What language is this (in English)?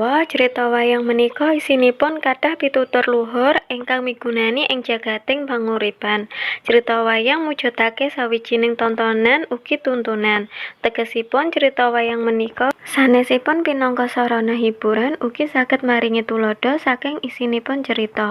Javanese